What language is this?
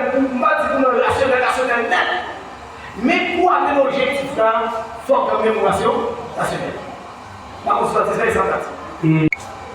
Haitian Creole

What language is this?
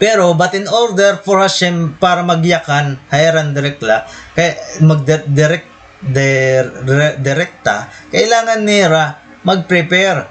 Waray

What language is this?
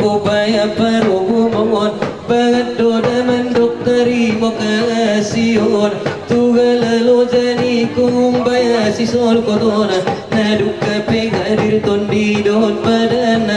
Batak Toba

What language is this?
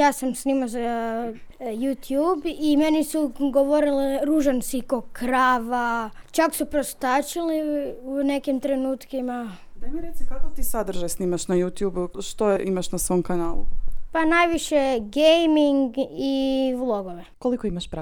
Croatian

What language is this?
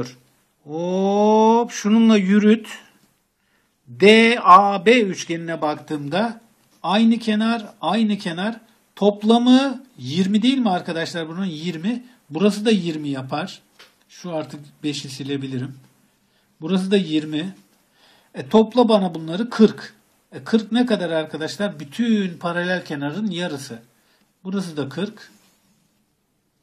Turkish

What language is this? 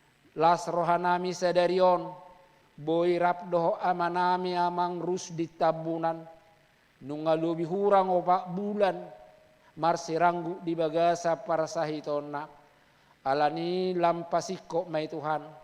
Batak Toba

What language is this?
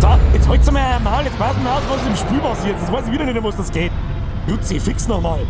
Bavarian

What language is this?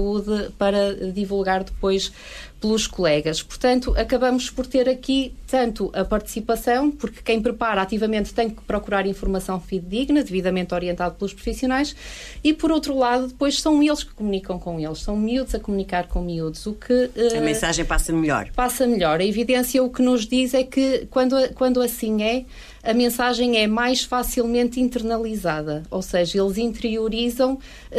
Portuguese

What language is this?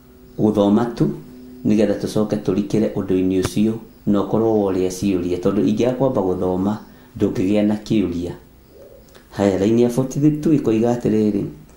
Kikuyu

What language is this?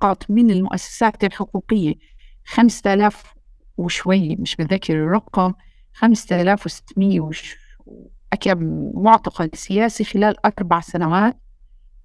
North Levantine Arabic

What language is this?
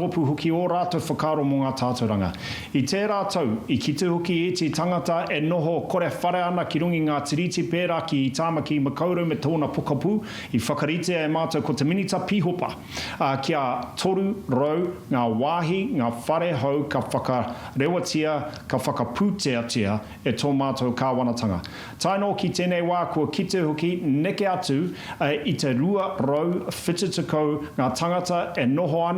Māori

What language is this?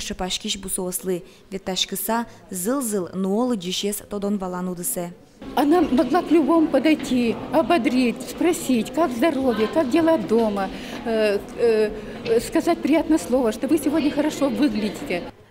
Udmurt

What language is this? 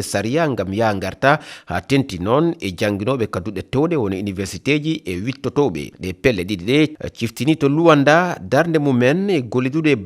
Fula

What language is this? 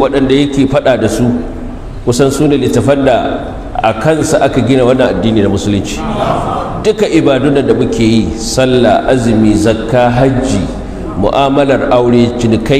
Hausa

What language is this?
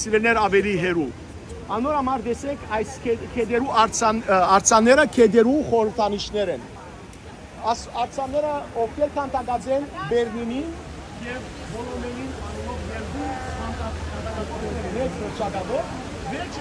Western Armenian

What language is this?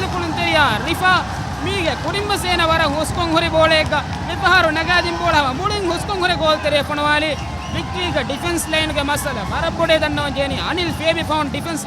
Divehi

